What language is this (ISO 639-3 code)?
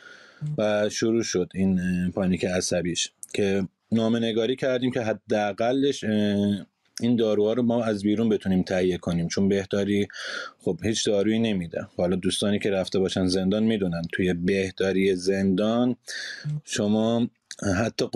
fas